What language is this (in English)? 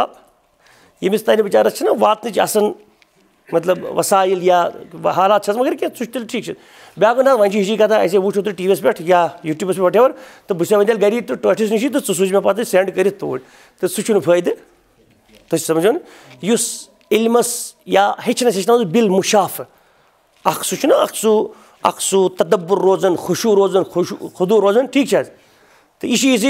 Kashmiri